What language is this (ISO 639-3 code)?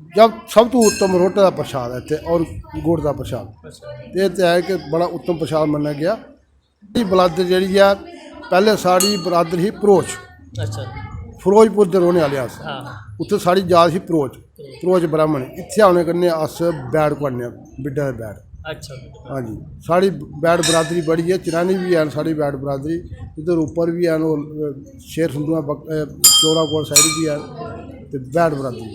doi